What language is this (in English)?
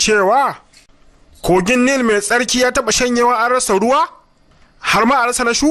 Hausa